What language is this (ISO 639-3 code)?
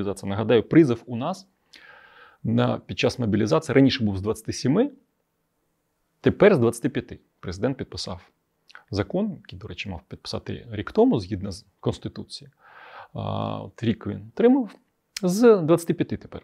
ukr